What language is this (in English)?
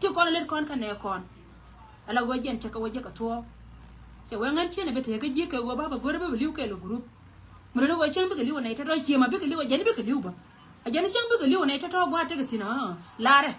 Nuer